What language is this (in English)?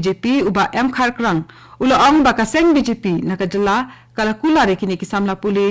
Khasi